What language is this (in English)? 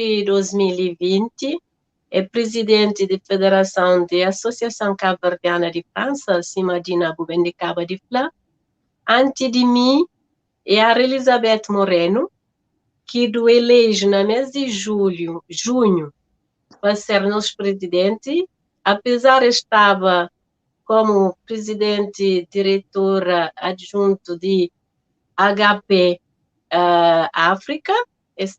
Kabuverdianu